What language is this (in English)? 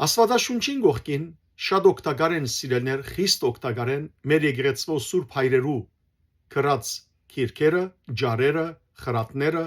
Western Armenian